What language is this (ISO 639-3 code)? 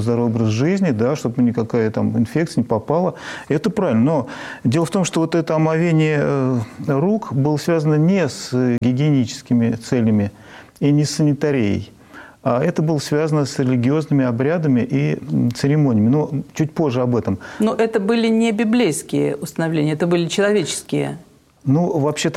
rus